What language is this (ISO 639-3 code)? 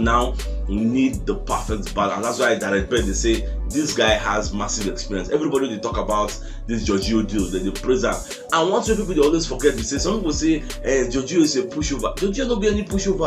pcm